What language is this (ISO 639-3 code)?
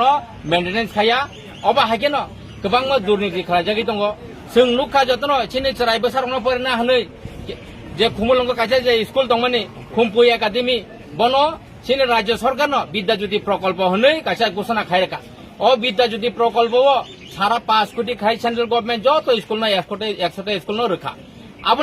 trp